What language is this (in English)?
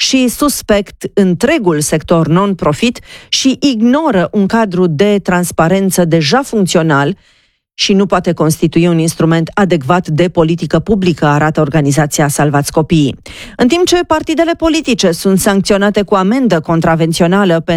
Romanian